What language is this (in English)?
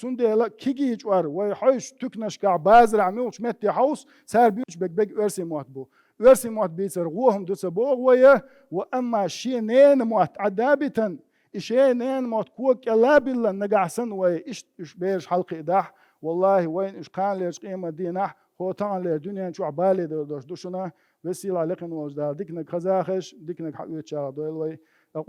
Chechen